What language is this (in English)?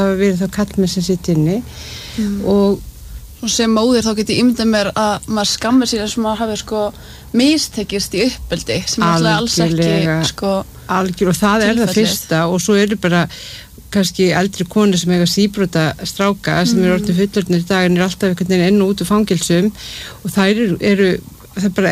Icelandic